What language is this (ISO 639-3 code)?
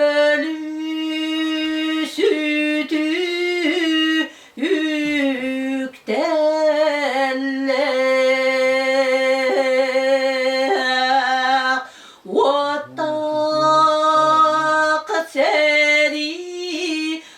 sah